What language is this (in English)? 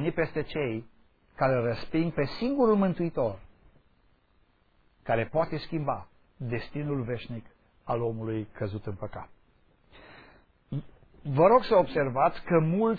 Romanian